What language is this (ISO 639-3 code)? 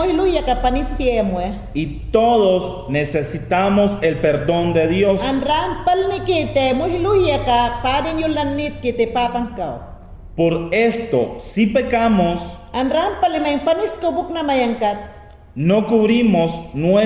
yan